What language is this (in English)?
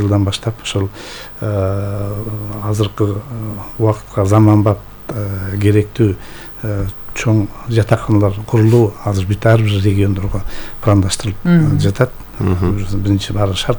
Kyrgyz